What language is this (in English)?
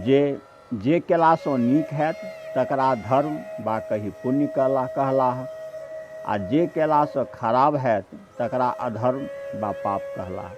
Maithili